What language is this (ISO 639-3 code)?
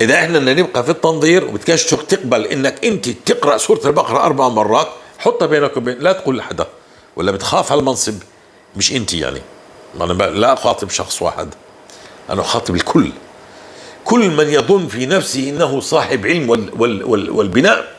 apc